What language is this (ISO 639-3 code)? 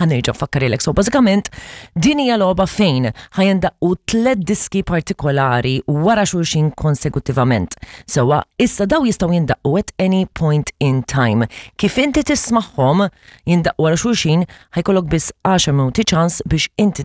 mlt